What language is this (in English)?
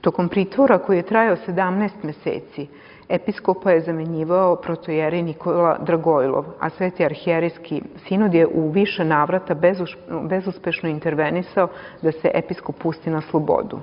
Serbian